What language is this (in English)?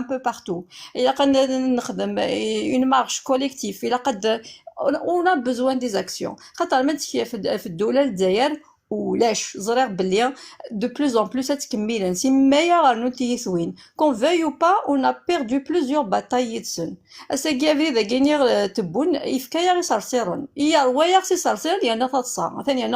Kabyle